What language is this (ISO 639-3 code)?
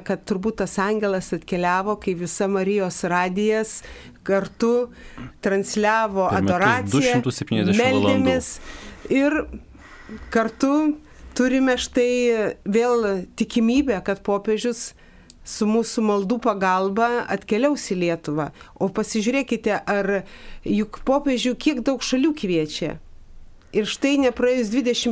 lit